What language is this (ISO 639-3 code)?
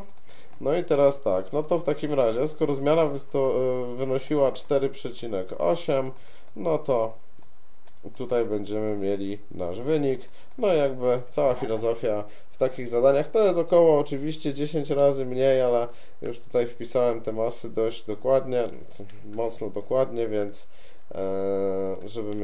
pol